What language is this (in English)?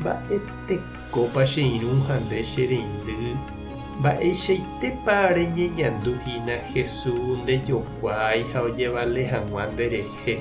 Guarani